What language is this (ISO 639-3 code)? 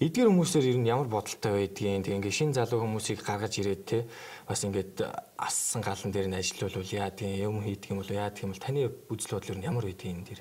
mon